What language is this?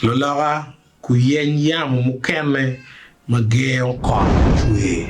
Acoli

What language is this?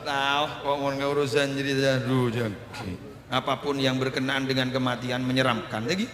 Madurese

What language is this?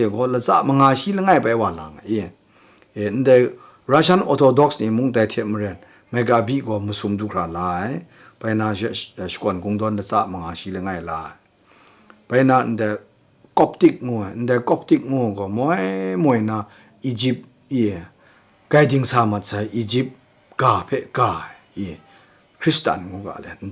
Kachin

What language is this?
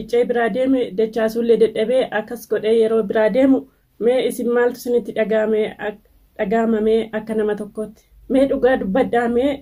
Oromo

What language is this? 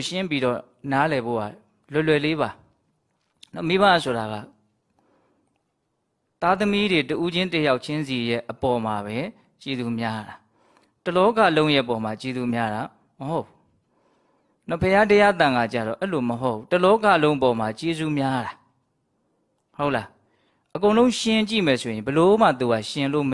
Burmese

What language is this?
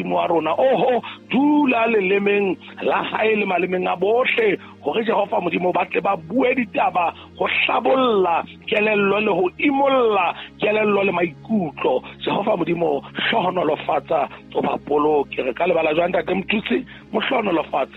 Southern Sotho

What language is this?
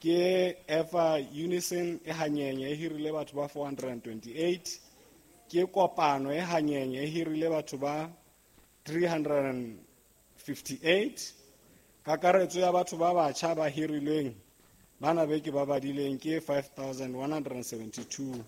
Southern Sotho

